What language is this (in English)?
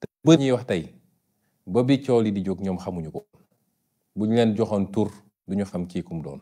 Wolof